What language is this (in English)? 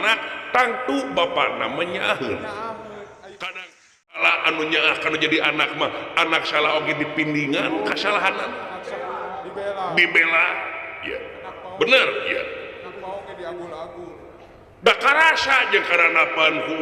Sundanese